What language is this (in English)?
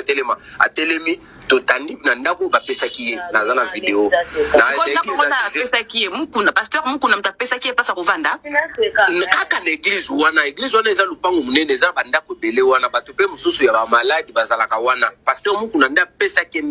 Lingala